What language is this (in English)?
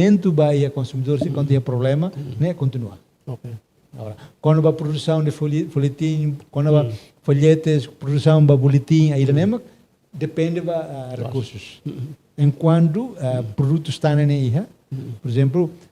Tetum